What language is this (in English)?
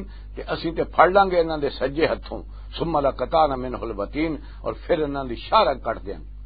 Western Panjabi